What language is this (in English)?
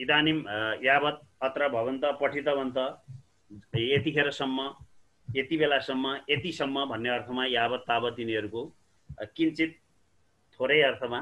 Sanskrit